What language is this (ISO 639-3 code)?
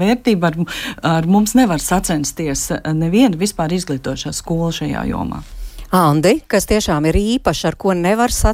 lav